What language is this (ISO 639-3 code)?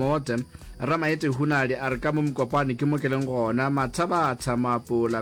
nso